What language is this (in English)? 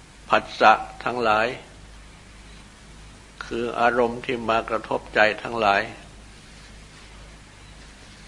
Thai